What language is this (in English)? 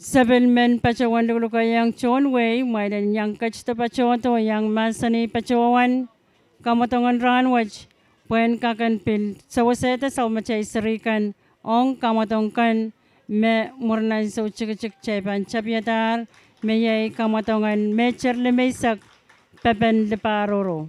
Pohnpeian